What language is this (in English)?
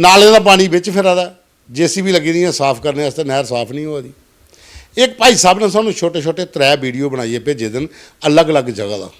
Dogri